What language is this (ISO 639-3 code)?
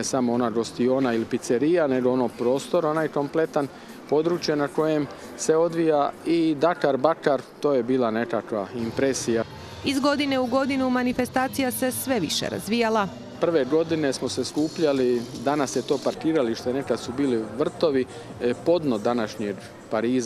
hrv